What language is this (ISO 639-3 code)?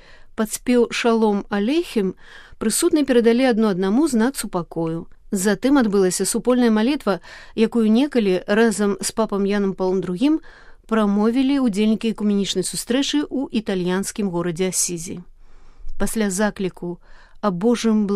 bel